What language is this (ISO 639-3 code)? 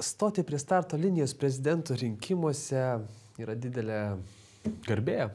lit